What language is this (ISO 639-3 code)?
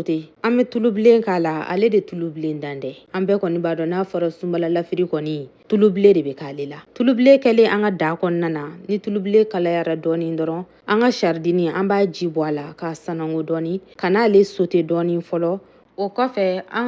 bam